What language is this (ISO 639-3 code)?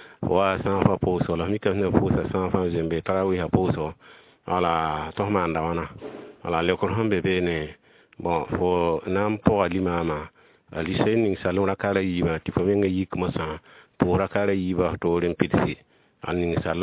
mos